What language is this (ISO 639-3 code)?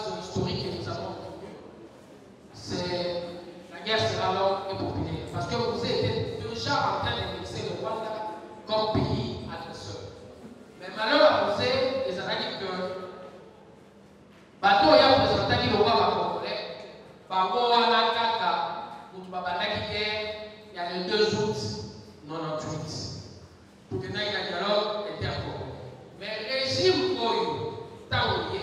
fra